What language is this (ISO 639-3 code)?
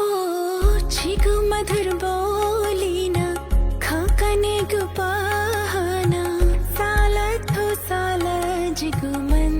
new